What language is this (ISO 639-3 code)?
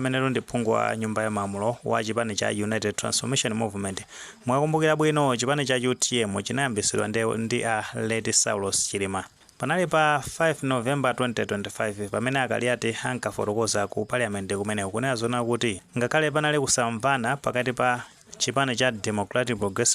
nya